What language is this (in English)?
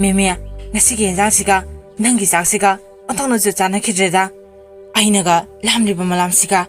Manipuri